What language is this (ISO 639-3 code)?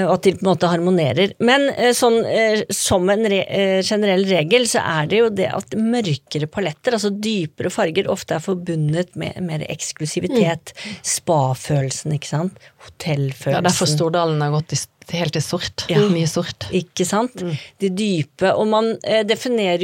nor